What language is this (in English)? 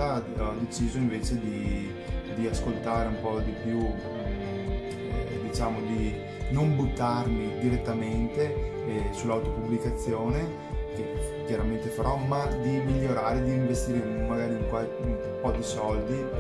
Italian